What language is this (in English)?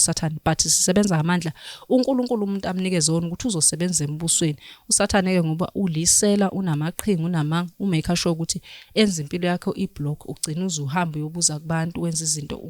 Zulu